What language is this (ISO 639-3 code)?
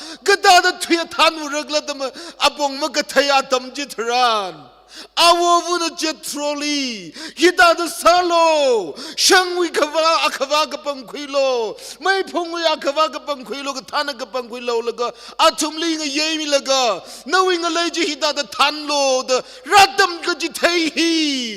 nmf